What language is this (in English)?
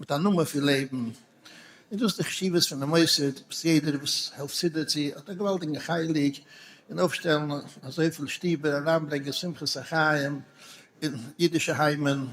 Yiddish